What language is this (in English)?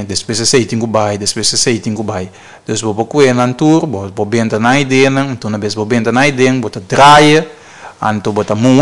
Papiamento